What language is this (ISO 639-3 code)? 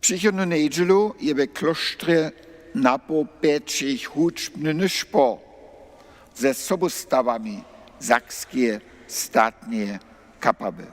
hsb